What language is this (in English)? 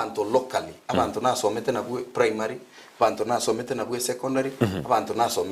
Gusii